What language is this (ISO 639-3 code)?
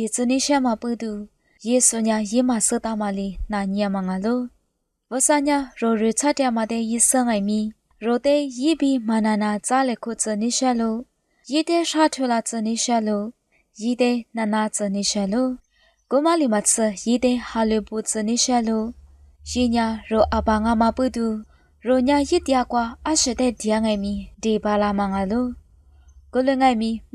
lis